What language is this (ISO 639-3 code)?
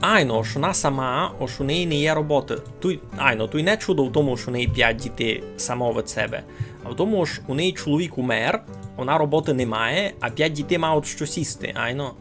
rue